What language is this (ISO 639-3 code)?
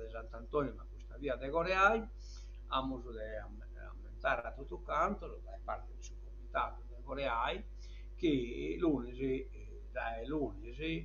srd